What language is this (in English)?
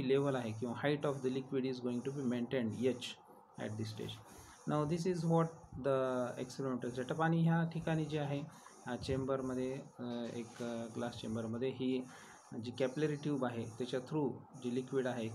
Marathi